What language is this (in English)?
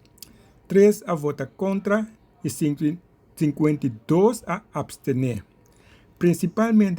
Papiamento